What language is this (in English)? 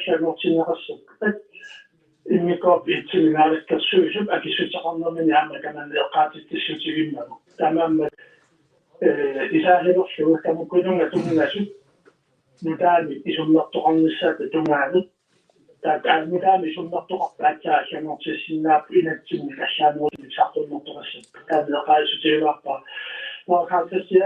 Kalaallisut